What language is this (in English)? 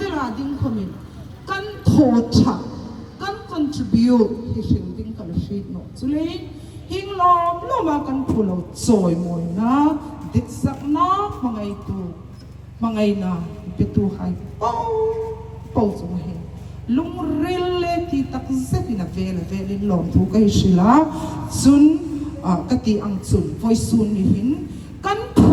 Hmar